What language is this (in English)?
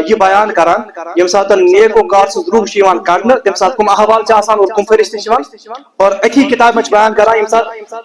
Kashmiri